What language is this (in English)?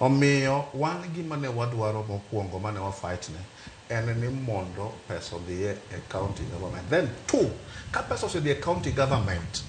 Luo (Kenya and Tanzania)